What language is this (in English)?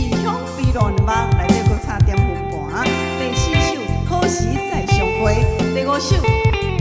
Min Nan Chinese